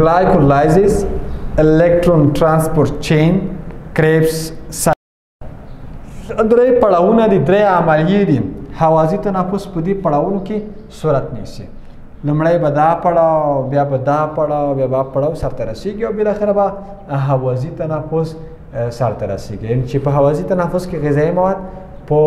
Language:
Pashto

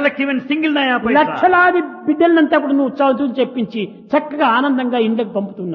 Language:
Telugu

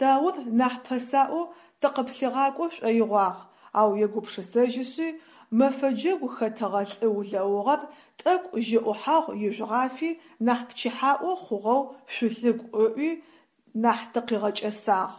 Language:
Adyghe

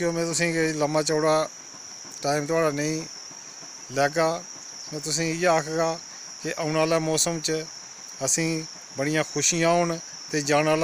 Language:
Dogri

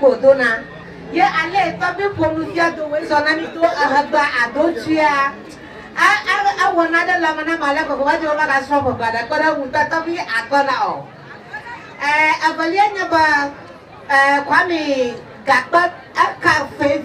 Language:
Ewe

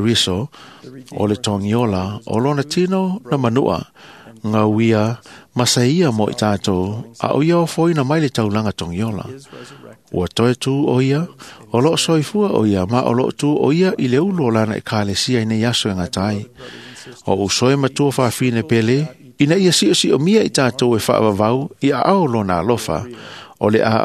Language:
Samoan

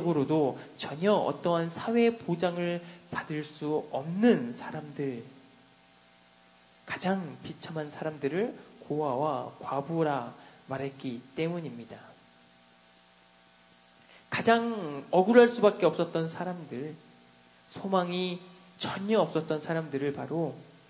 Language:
Korean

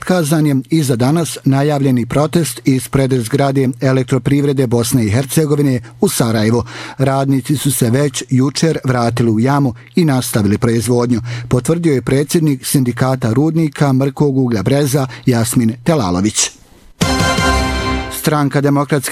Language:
Bosnian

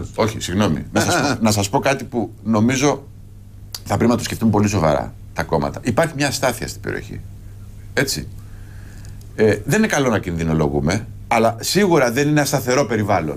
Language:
Greek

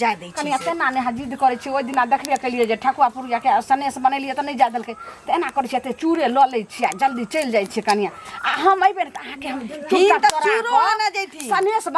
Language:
Maithili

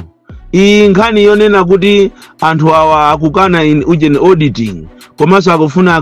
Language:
Nyanja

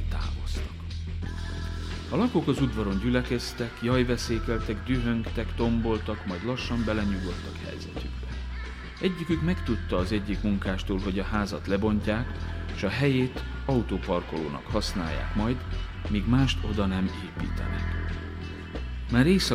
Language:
Hungarian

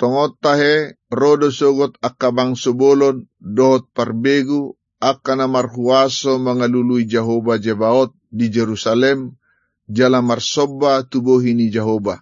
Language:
Batak Toba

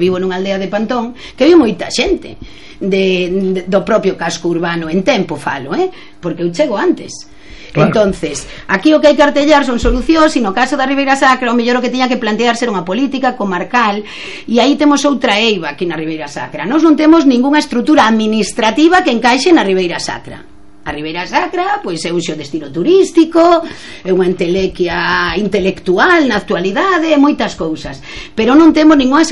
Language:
Galician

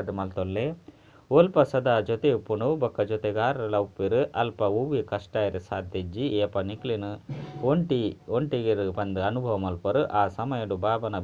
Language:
Tulu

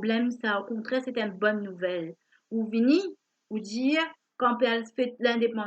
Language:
Morisyen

